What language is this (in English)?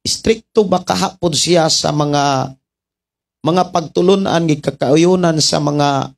Cebuano